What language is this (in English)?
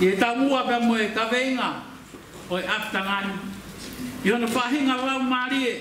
Tongan